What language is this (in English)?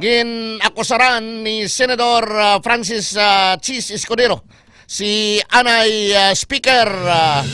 Hiligaynon